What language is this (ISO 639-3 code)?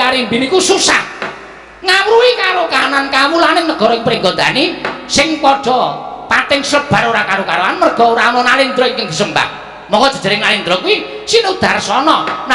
jav